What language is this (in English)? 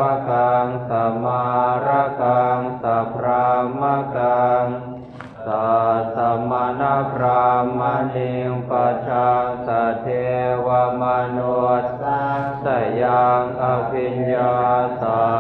Pali